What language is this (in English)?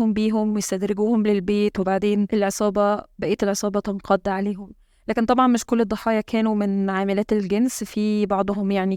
Egyptian Arabic